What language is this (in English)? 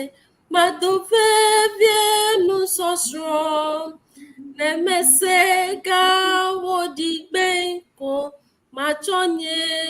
Ewe